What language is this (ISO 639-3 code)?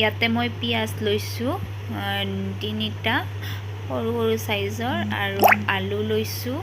asm